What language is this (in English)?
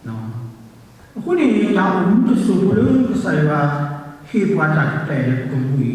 S'gaw Karen